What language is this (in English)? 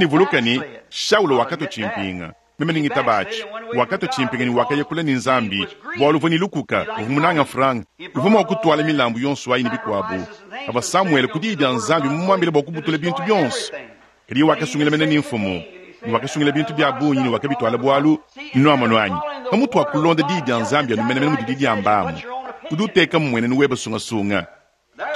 Luba-Lulua